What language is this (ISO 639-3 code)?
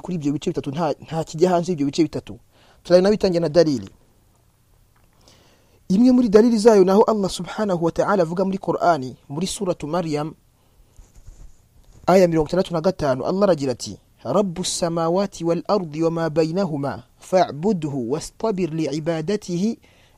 kin